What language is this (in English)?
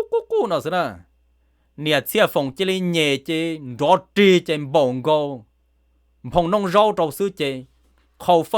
Hmong